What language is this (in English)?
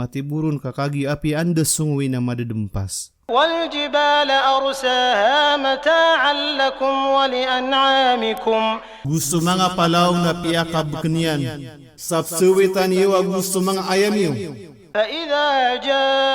Maranao